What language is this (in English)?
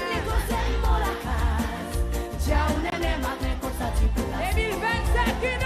Seselwa Creole French